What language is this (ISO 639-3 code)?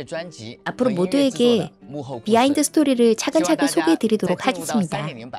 kor